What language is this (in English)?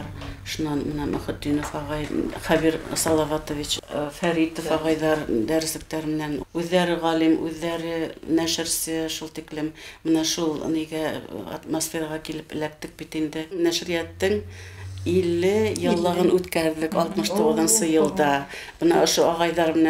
Bashkir